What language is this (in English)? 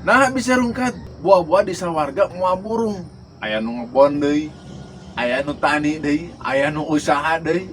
Sundanese